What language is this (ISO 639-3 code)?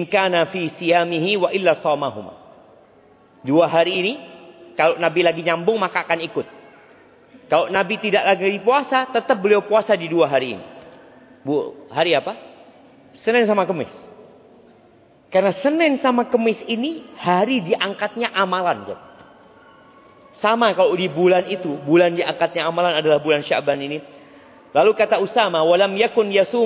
ind